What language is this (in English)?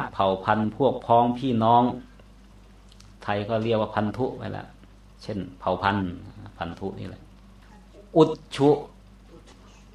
Thai